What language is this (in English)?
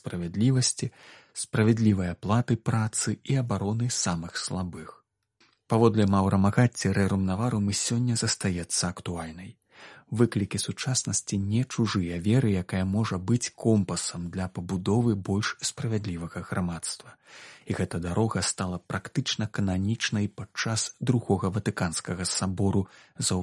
Belarusian